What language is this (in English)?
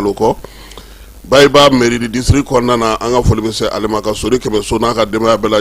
Bambara